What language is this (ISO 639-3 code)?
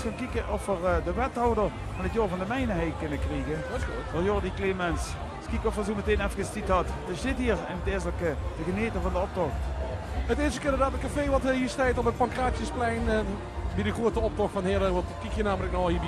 lim